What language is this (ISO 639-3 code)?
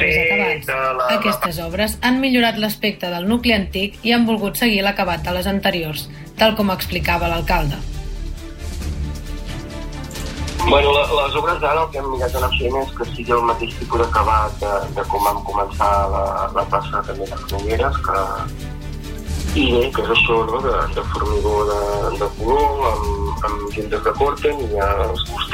cat